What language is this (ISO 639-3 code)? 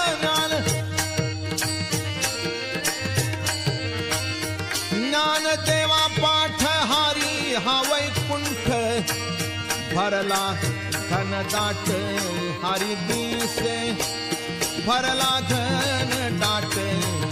mar